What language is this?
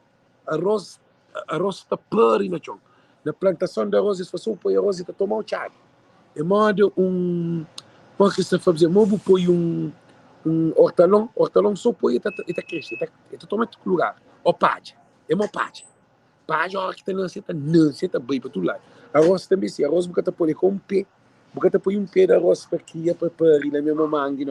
Kabuverdianu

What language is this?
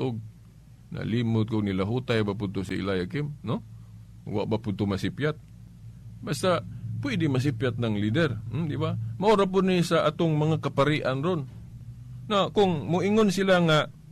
Cebuano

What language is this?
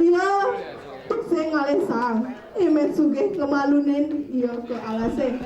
Balinese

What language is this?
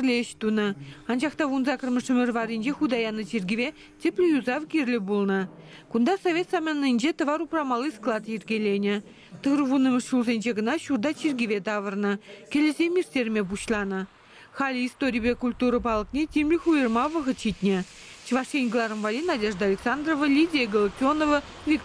Chuvash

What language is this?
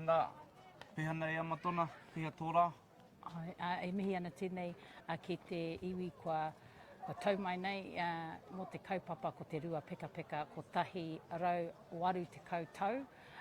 Māori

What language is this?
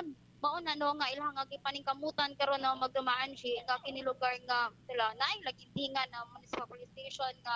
Cebuano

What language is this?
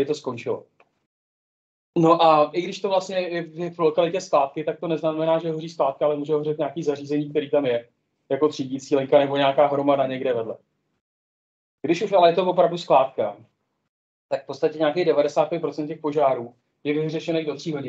Czech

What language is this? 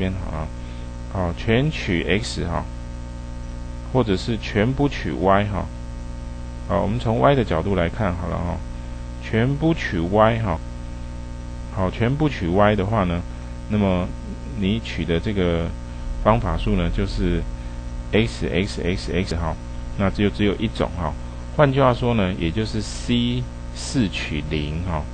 Chinese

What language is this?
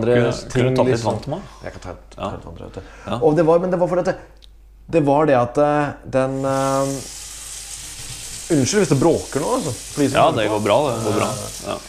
Norwegian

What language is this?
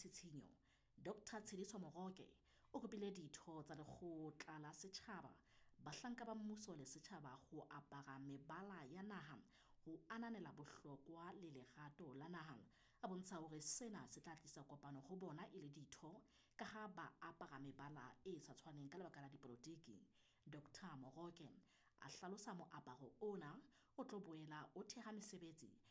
Southern Sotho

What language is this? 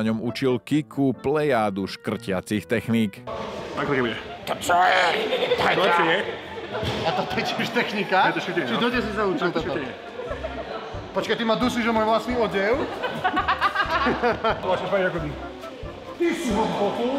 Slovak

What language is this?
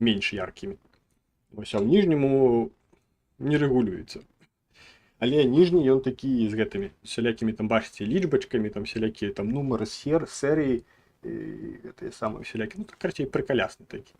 Belarusian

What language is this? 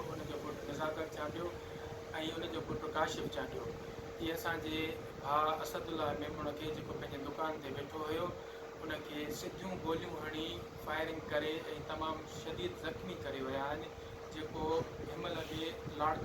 Sindhi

